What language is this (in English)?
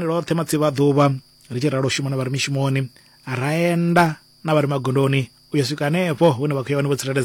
Venda